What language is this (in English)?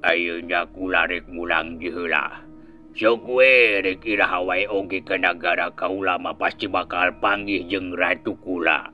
Sundanese